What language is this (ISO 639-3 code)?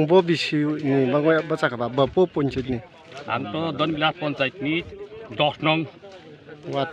trp